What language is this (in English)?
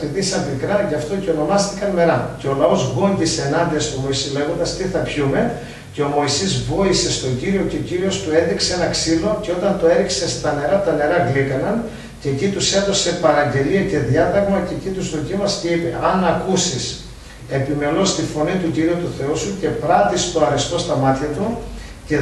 Greek